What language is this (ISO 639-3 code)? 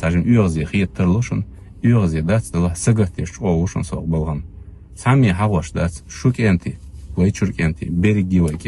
che